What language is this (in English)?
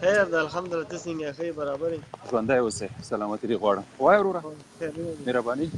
Pashto